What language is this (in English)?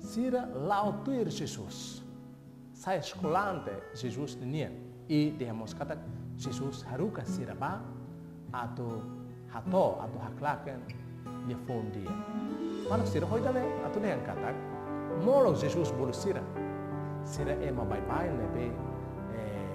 Tetum